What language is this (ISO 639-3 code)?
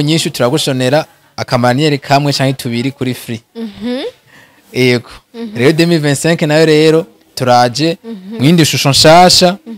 run